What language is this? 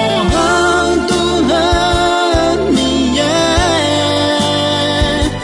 Akha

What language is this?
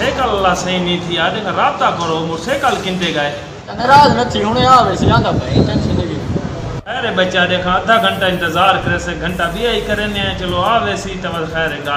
Saraiki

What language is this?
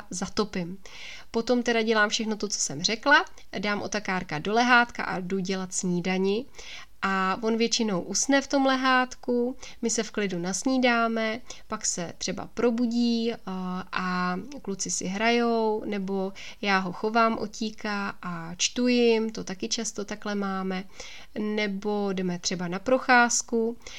Czech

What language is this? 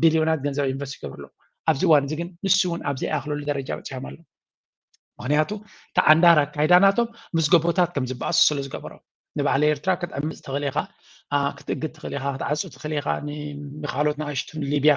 Tigrinya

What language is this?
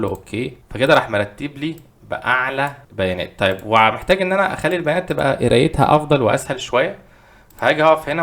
Egyptian Arabic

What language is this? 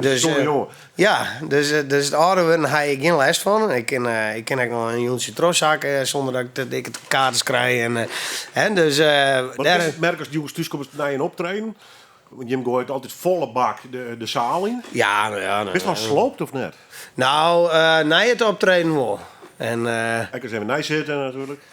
Western Frisian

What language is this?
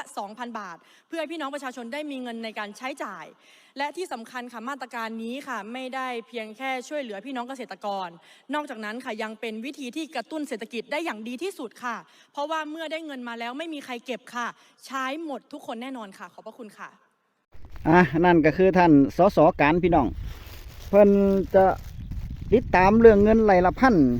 Northeastern Thai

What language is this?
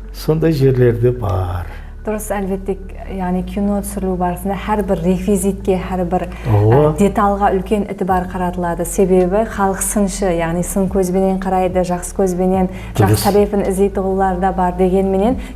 Kara-Kalpak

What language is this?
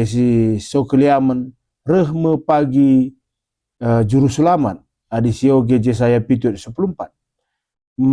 Batak Karo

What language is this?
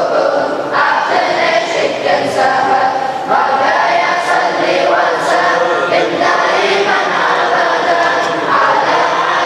Kumyk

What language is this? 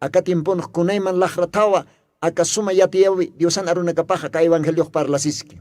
Aymara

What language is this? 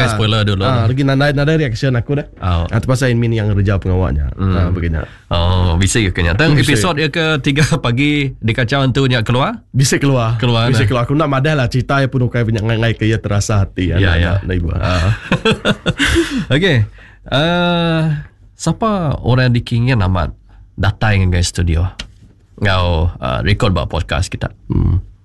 Iban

